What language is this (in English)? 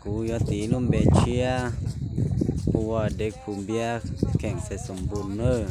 Hmong